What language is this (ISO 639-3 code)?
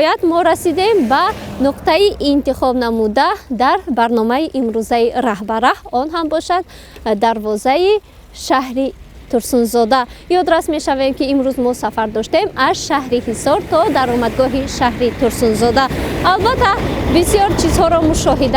tgk